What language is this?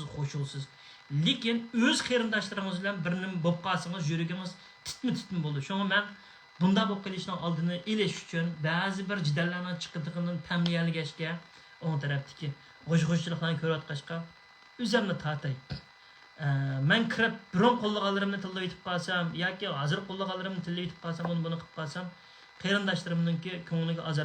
Uyghur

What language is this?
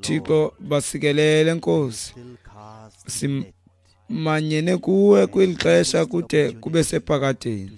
Xhosa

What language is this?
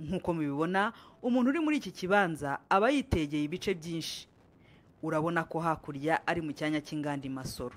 Kinyarwanda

